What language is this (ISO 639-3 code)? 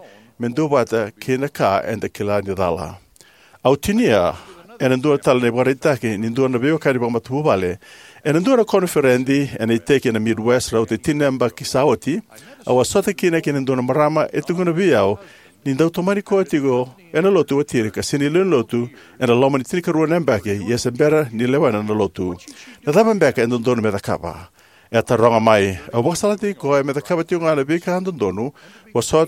fij